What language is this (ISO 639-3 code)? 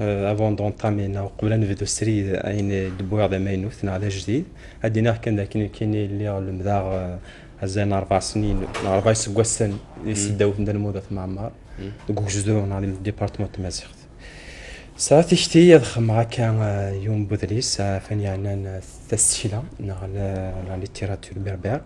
kab